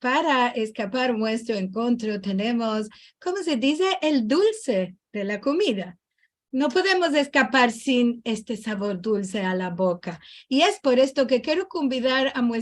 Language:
Ladino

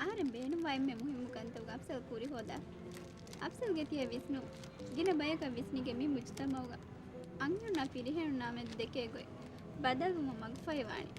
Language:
Divehi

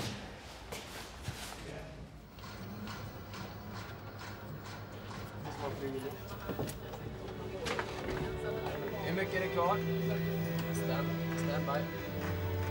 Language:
Norwegian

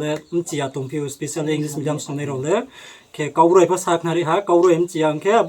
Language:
Riang (India)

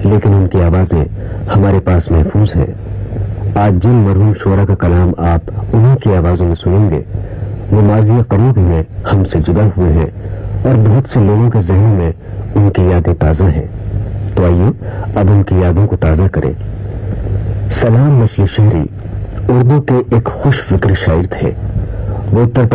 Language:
Urdu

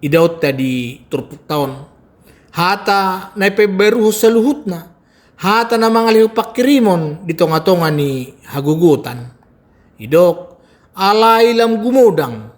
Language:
Batak Toba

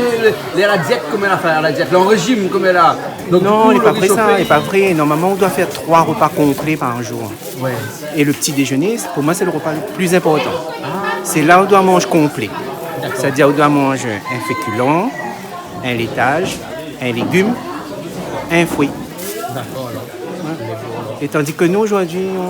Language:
Réunion Creole French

